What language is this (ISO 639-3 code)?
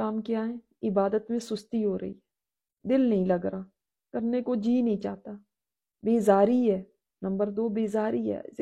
urd